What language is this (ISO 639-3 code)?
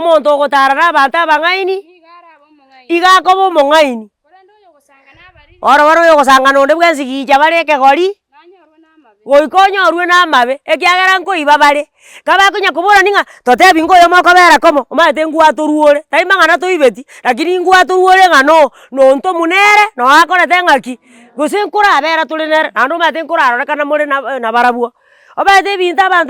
guz